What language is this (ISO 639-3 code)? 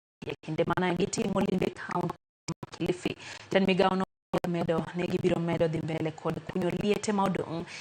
luo